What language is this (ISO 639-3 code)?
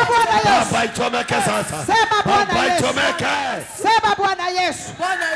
swa